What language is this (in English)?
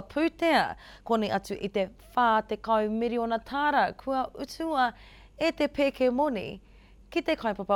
Māori